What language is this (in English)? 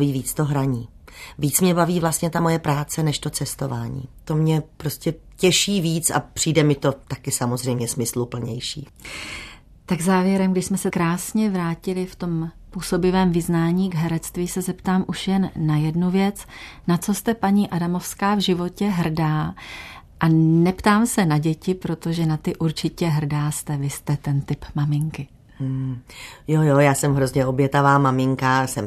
Czech